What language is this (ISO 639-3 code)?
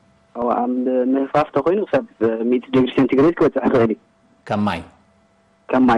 tir